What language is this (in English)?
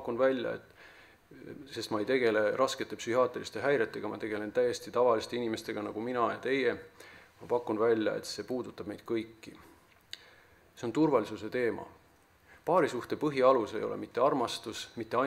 Estonian